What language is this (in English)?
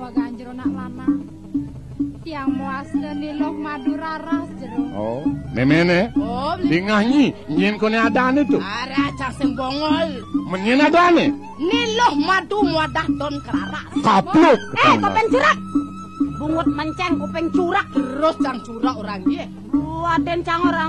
Balinese